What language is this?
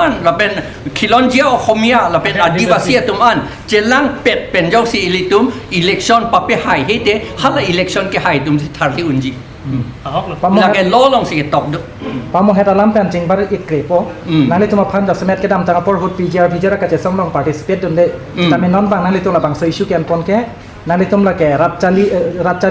Karbi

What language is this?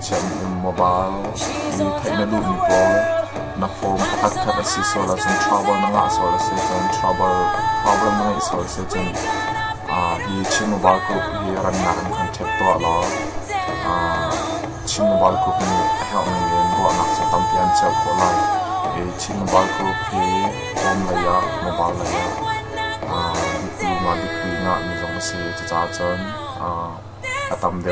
Hakha Chin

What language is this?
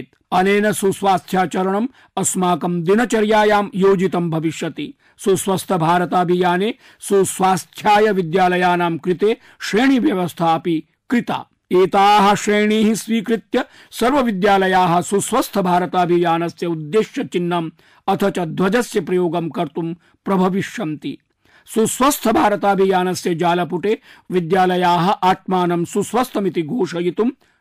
Sanskrit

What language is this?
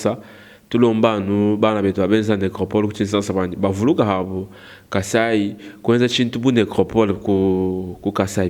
Luba-Lulua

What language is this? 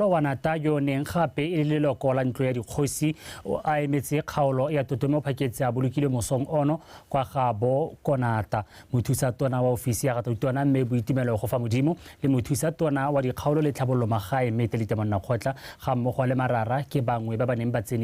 Tswana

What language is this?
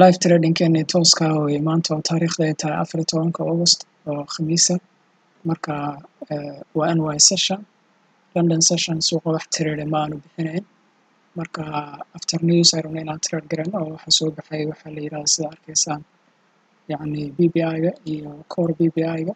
Somali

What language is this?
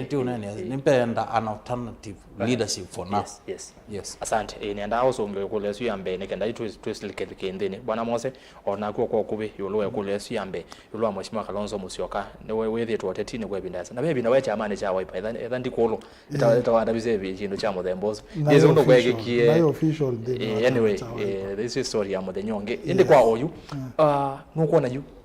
Kamba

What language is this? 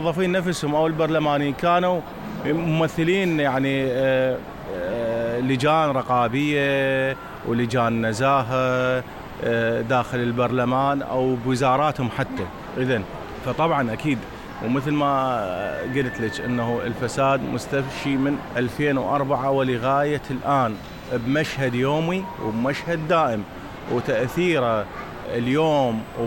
Mesopotamian Arabic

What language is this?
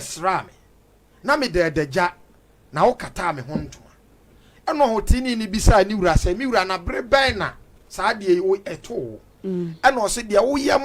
Akan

